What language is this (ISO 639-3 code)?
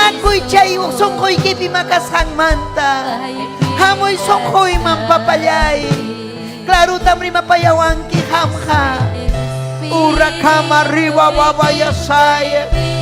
quy